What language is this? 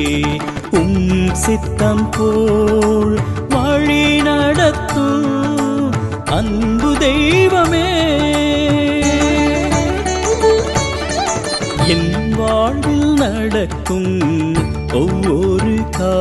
Tamil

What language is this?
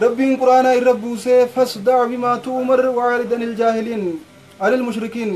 Oromo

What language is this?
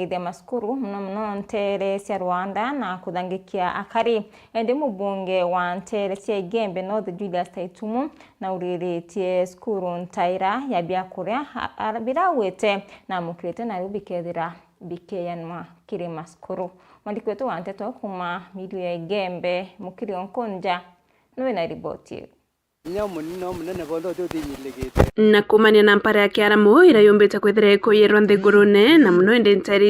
Meru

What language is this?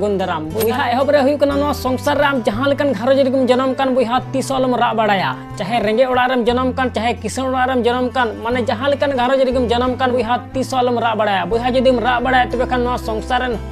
Santali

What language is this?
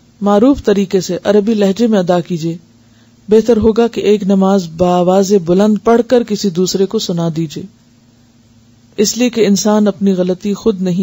Urdu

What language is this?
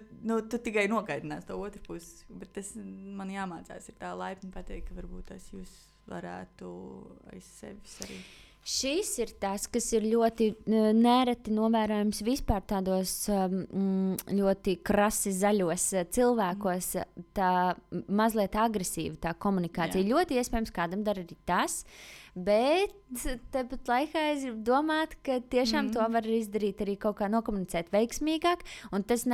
Latvian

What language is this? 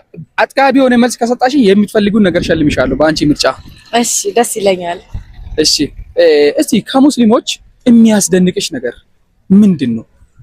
Amharic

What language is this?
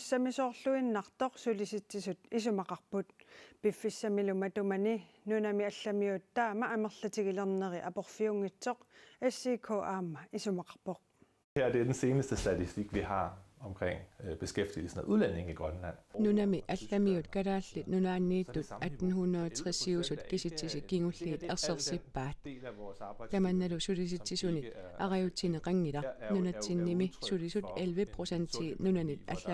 Kalaallisut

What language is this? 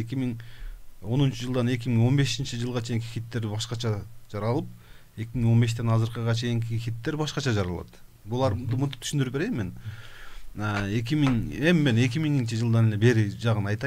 Kyrgyz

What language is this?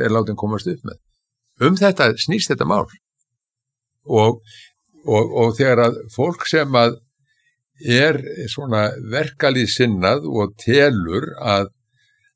Icelandic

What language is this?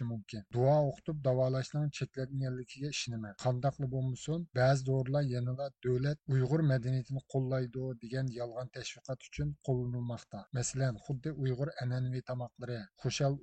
Uyghur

